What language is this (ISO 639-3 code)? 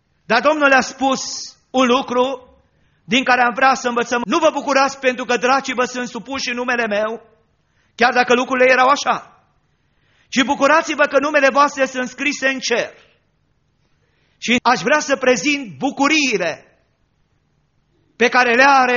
ron